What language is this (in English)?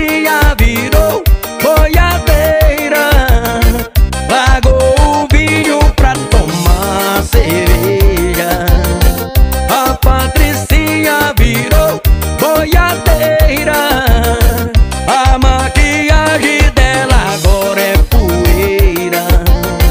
Portuguese